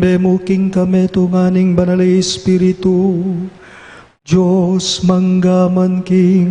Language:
Pampanga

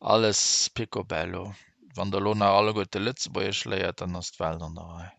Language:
Luxembourgish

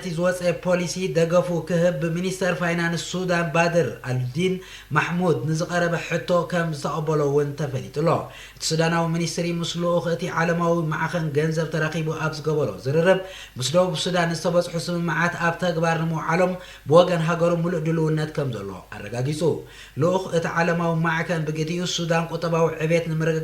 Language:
Tigrinya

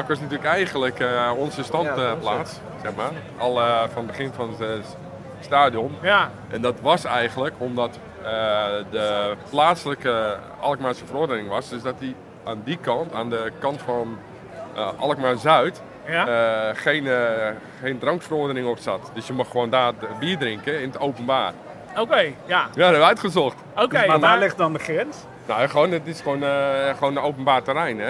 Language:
Dutch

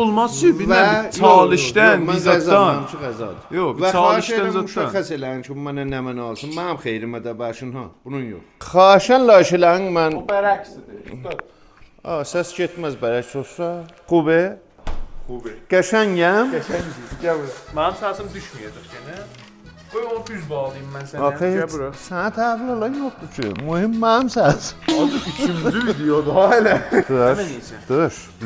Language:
South Azerbaijani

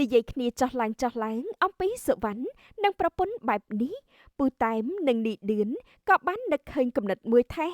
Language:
Khmer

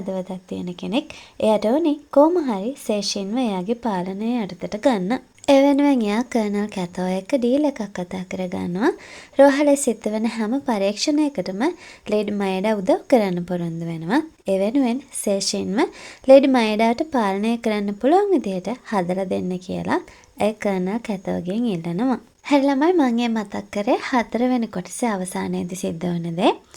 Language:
Sinhala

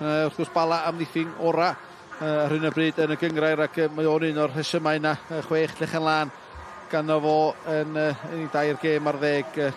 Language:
Welsh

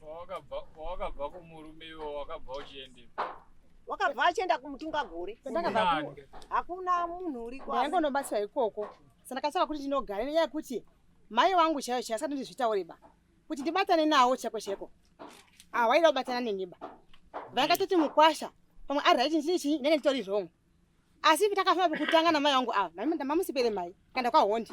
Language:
Shona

